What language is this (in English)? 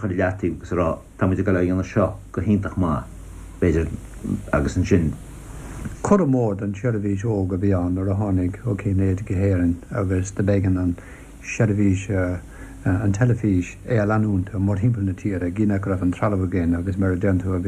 Irish